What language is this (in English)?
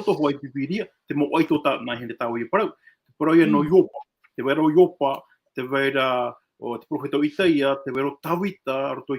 Tahitian